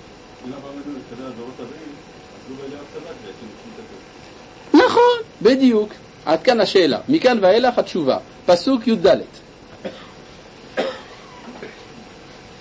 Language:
Hebrew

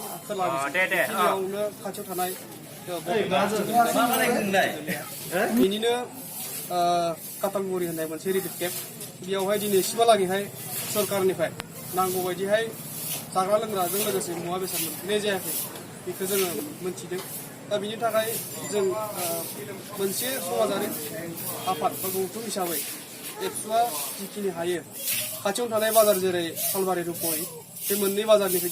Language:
Bodo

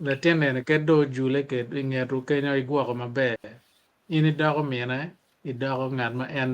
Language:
Acoli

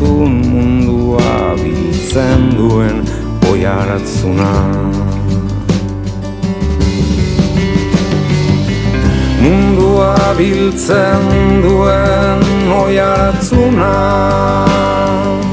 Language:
Basque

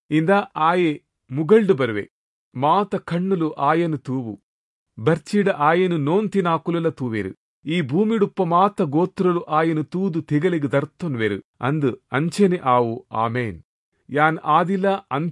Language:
Tulu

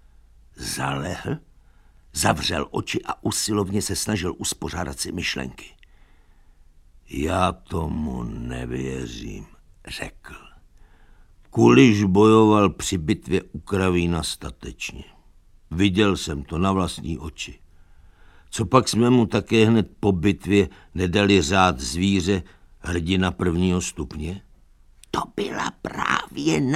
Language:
Czech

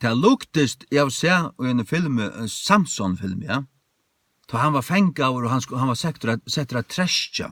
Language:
Faroese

